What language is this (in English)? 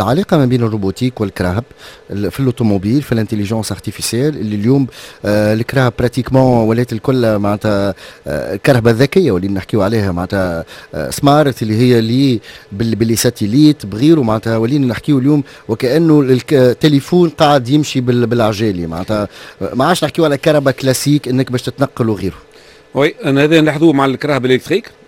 Tunisian Arabic